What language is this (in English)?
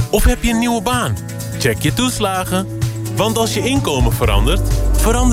Dutch